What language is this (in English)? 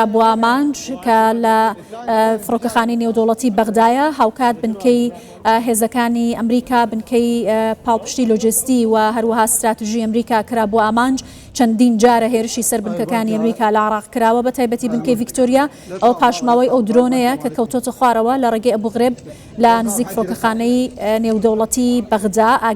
Central Kurdish